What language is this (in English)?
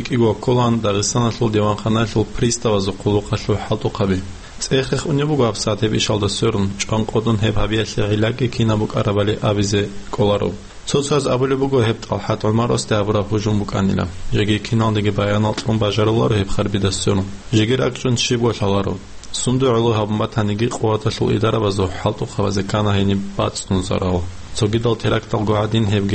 Avaric